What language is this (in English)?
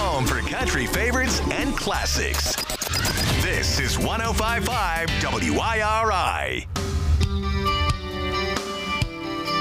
English